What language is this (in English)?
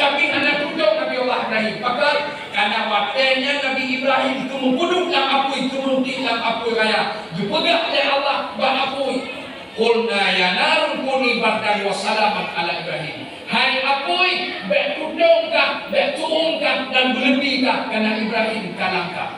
Achinese